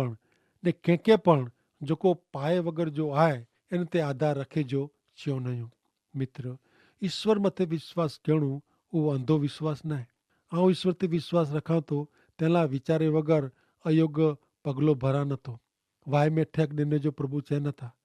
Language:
Kachhi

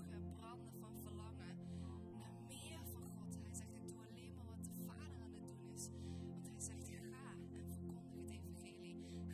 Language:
Dutch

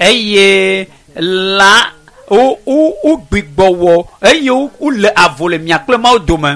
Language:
Ewe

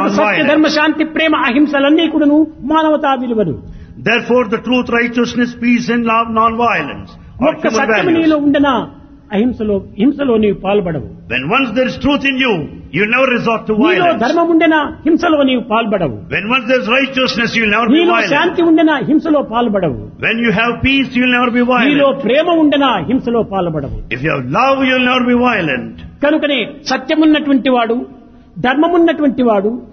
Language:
Telugu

